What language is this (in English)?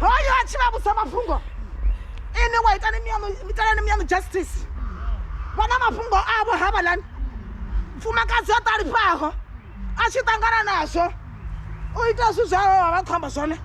Venda